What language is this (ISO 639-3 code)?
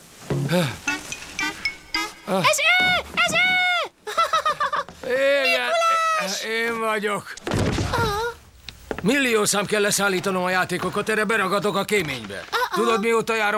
hun